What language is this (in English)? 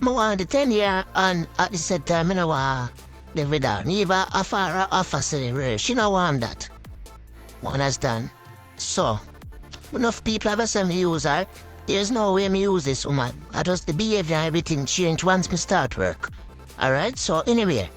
Jamaican Creole English